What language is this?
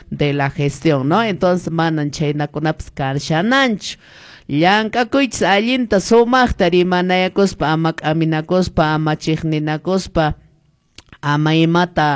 Quechua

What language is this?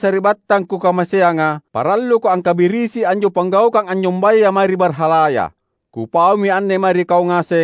Makasar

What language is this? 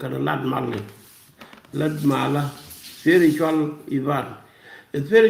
Nuer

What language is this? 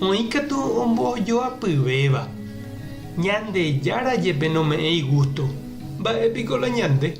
Guarani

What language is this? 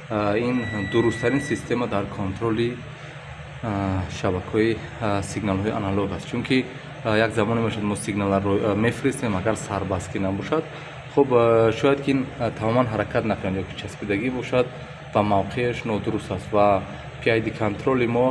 Tajik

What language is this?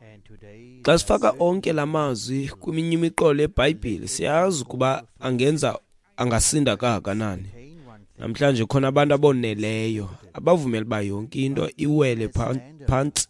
Xhosa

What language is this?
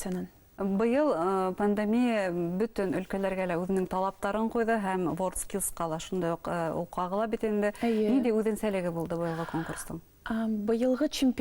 Bashkir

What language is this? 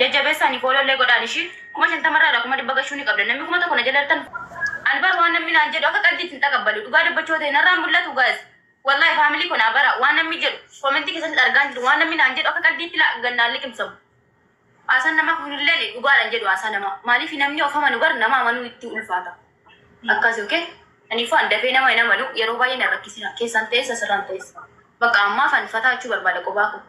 Oromo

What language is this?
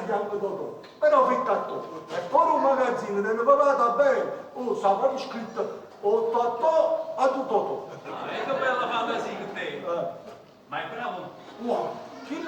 Neapolitan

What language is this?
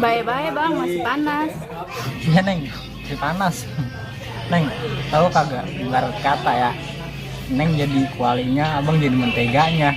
Betawi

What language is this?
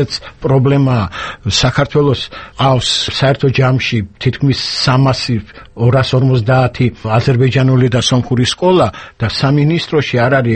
Georgian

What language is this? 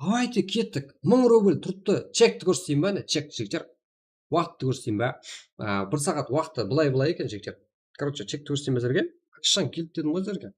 Kara-Kalpak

